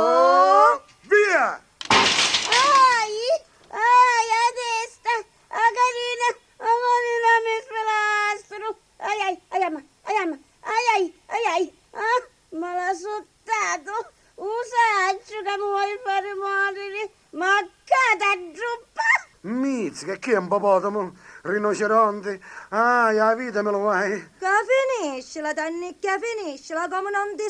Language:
Sicilian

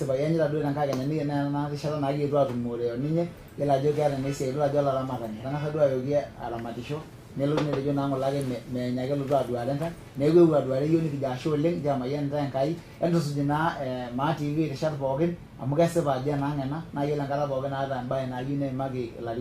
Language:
Masai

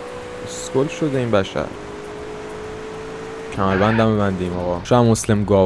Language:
Persian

